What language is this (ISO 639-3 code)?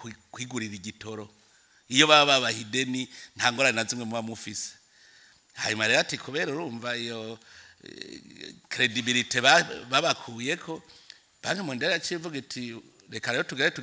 run